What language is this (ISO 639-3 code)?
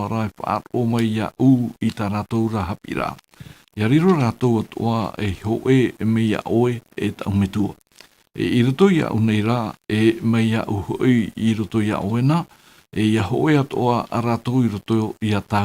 tah